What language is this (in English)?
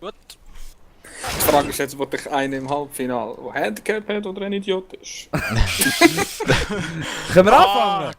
Swiss German